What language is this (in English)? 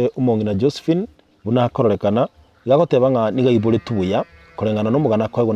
Gusii